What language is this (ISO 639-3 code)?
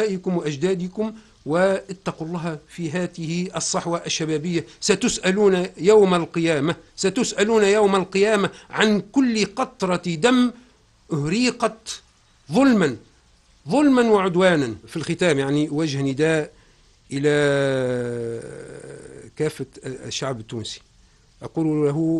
ara